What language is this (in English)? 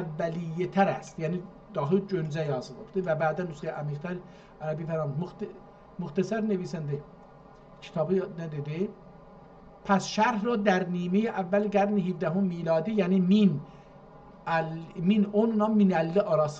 South Azerbaijani